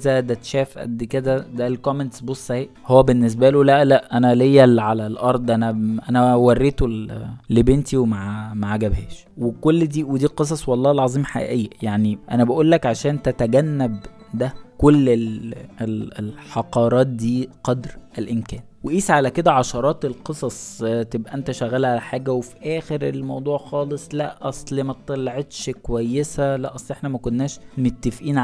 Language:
Egyptian Arabic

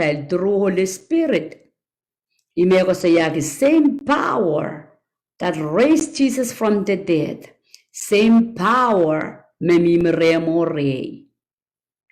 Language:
Pohnpeian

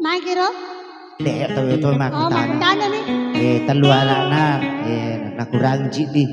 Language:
Buginese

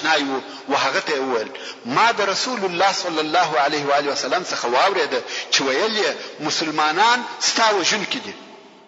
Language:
Pashto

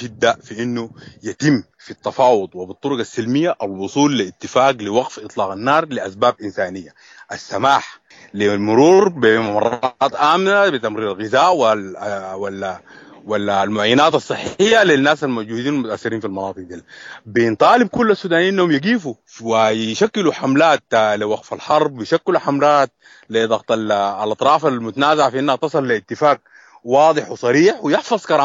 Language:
Sudanese Arabic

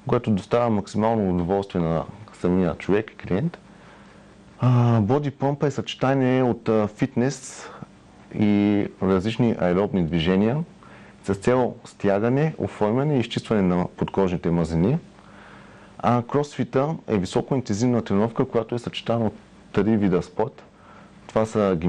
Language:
Bulgarian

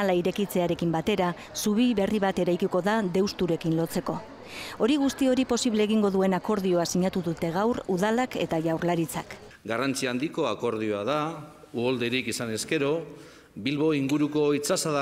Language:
Basque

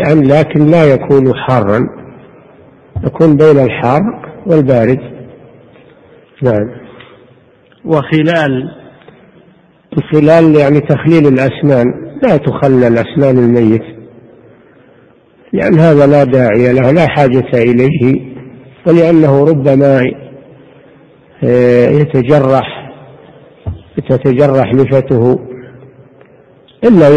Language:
Arabic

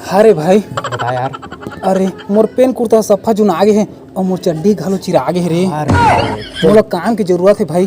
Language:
Chhattisgarhi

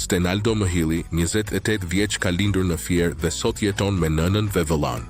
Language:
Albanian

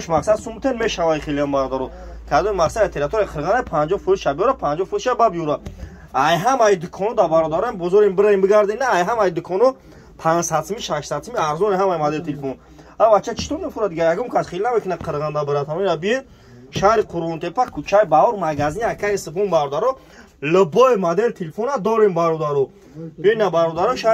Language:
Tajik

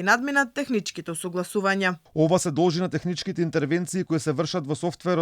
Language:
Macedonian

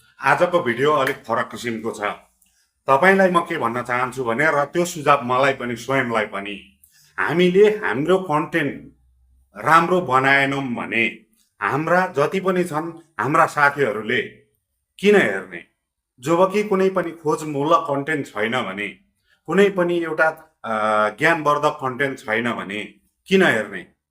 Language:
Nepali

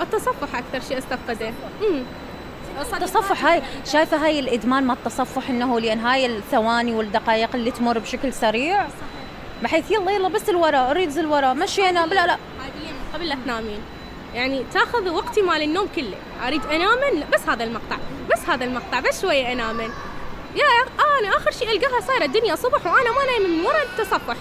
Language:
Mesopotamian Arabic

